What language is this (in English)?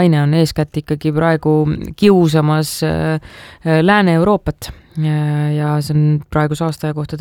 Estonian